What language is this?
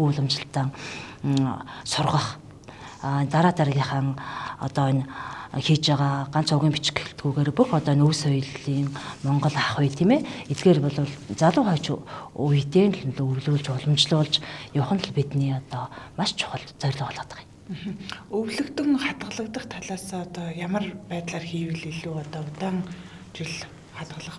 Mongolian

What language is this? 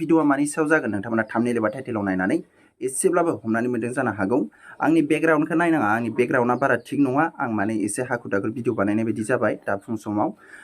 Bodo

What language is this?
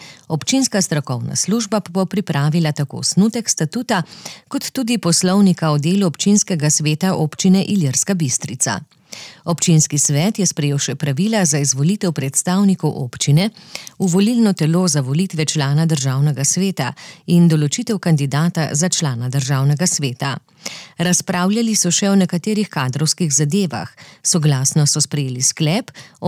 Slovenian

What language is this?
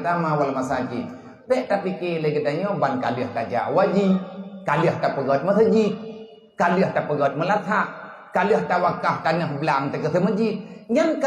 Achinese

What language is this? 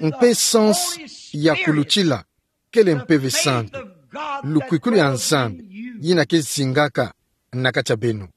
Kituba (Democratic Republic of Congo)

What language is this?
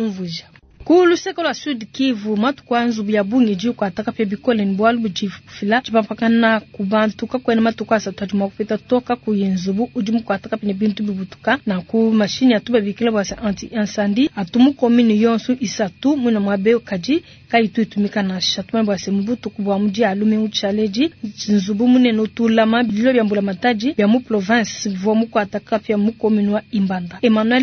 Luba-Lulua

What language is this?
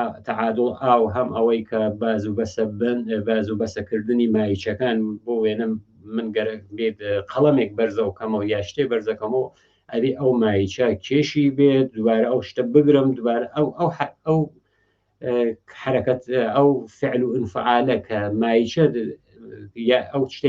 Central Kurdish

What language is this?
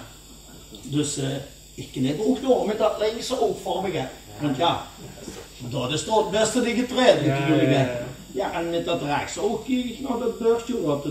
Dutch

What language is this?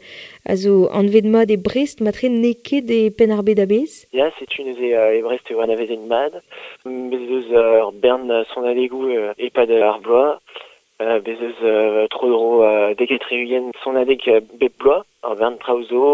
Breton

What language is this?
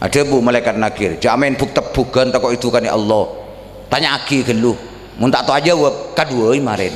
Madurese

